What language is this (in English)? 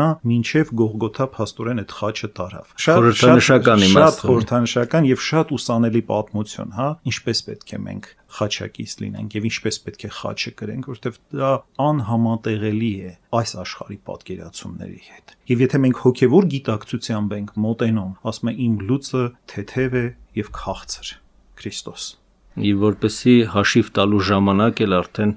Armenian